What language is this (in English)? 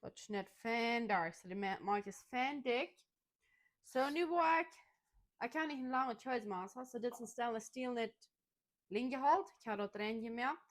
Plautdietsch